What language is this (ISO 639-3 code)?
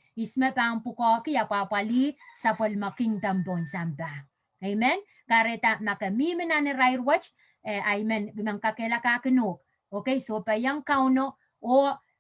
pon